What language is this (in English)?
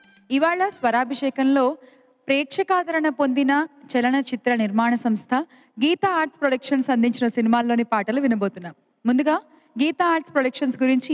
Telugu